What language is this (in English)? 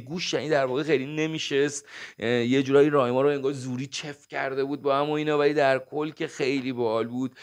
Persian